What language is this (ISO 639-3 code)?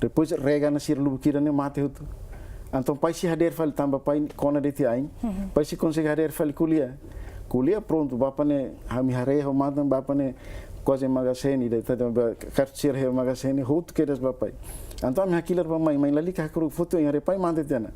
tet